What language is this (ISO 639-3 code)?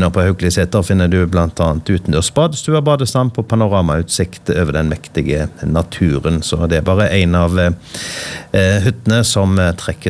nor